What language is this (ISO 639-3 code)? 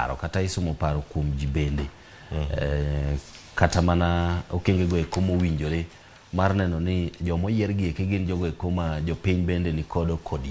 luo